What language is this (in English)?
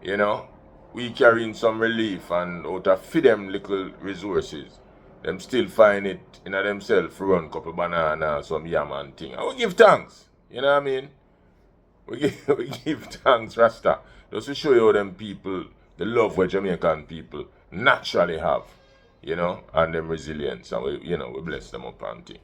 Jamaican Creole English